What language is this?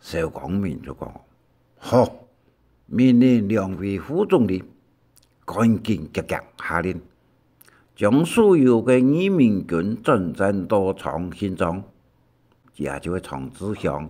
Hakka Chinese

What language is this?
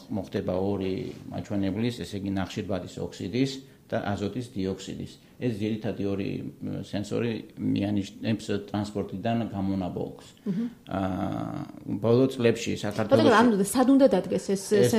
Georgian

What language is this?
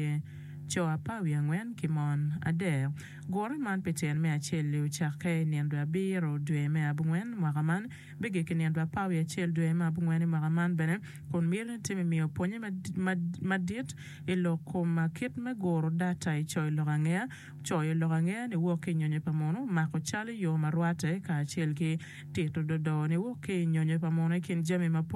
Acoli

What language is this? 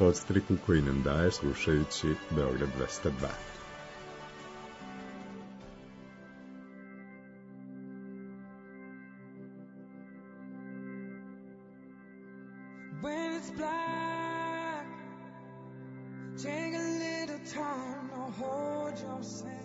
Serbian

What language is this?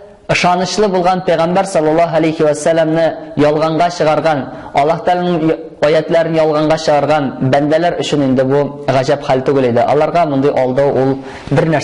Tatar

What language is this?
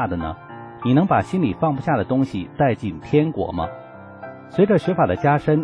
Chinese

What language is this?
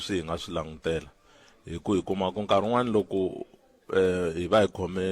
Tsonga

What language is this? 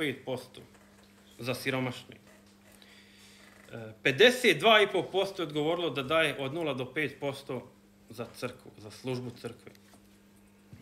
Croatian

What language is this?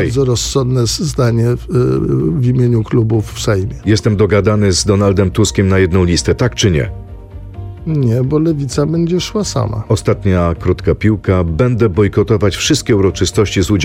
Polish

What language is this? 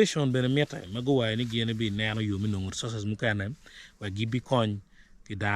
Acoli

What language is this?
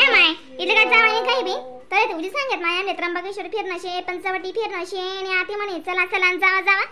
Khandesi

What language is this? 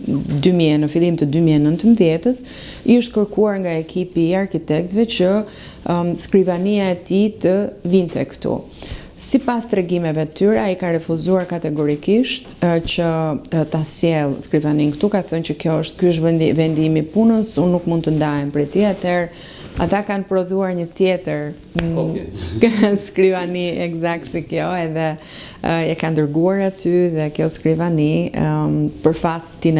Albanian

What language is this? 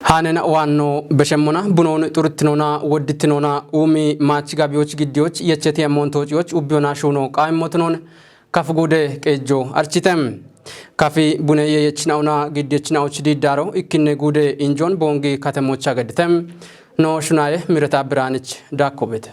Kafa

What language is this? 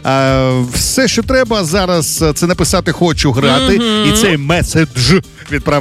Ukrainian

